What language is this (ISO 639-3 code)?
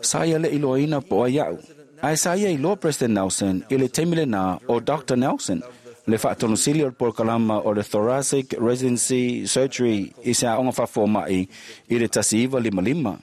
smo